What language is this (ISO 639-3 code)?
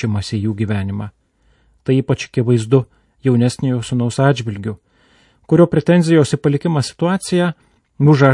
lit